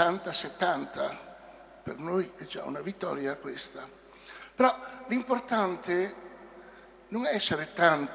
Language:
Italian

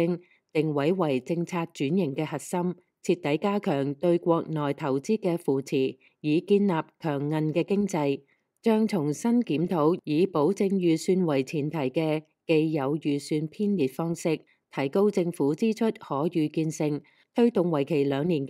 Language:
Cantonese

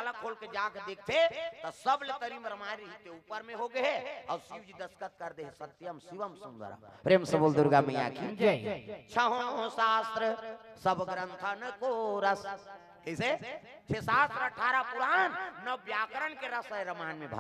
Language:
Chhattisgarhi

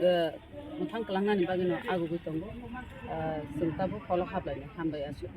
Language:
Kok Borok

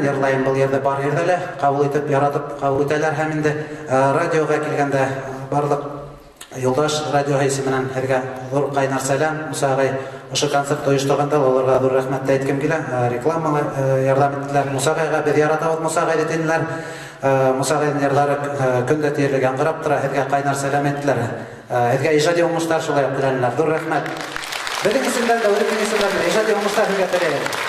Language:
Bashkir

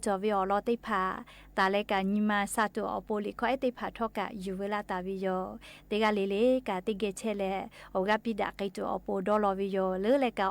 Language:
Lahu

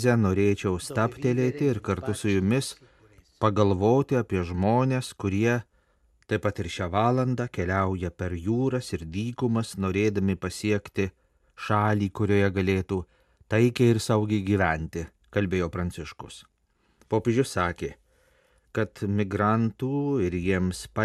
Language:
Lithuanian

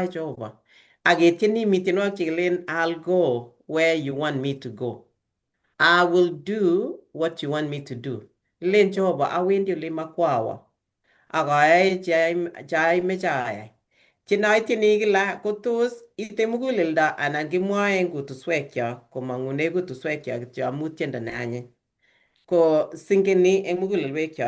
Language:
Kalenjin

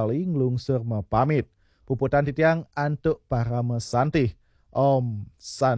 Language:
Balinese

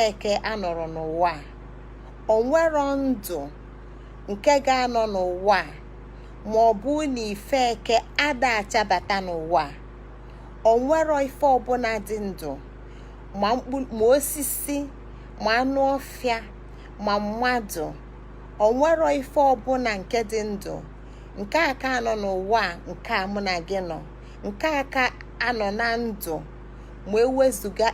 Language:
Igbo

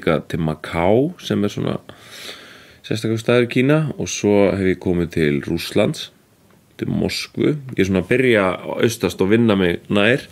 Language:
Icelandic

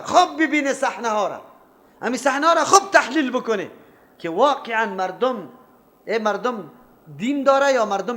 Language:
Persian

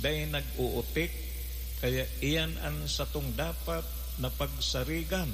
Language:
Bikol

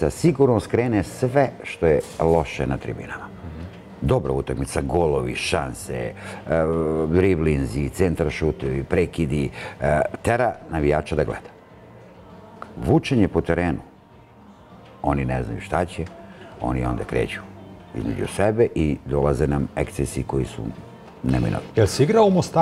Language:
Serbian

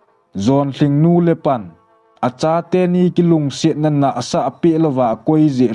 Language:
Thado Chin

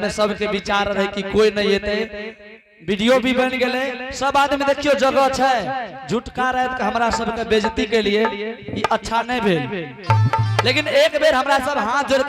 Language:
Angika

